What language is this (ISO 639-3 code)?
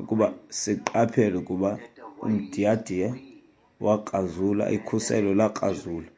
xho